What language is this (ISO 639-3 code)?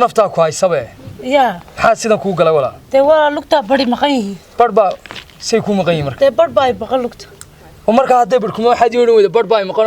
som